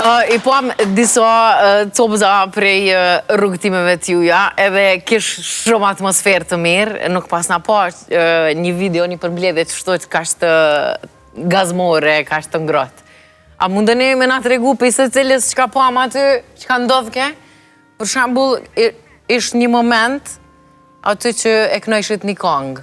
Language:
Albanian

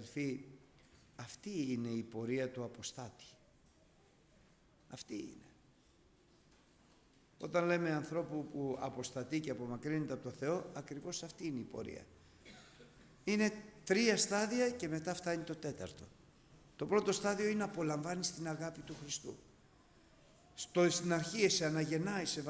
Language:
Greek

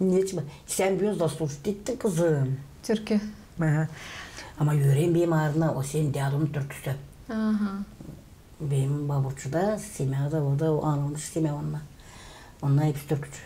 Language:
Gagauz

